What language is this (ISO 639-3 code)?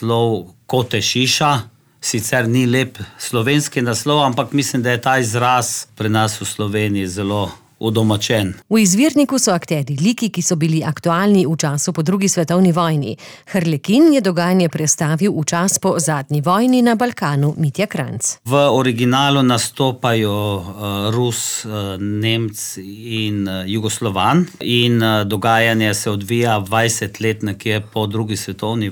slv